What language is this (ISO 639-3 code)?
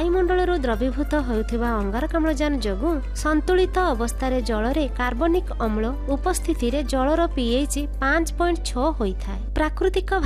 ori